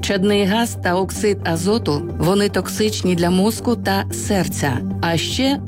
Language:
Ukrainian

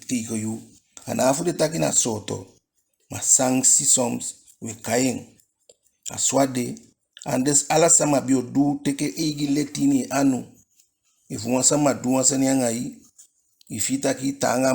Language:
Eastern Maroon Creole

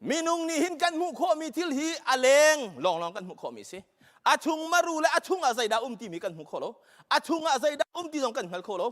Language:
Hakha Chin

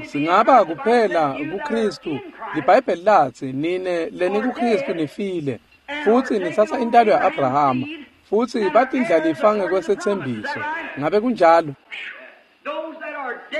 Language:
Swati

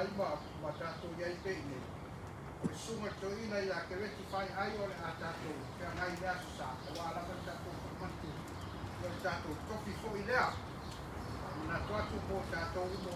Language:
Samoan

